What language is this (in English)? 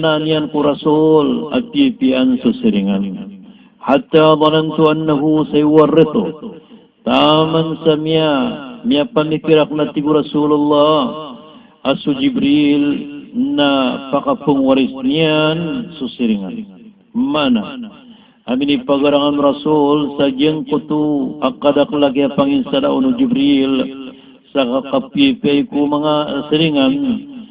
Maranao